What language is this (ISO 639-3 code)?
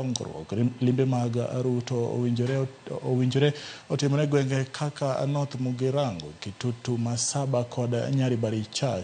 luo